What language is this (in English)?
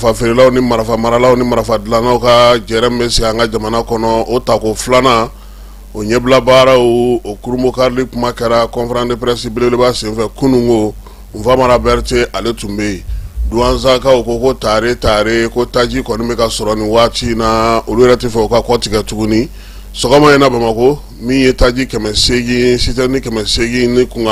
Bambara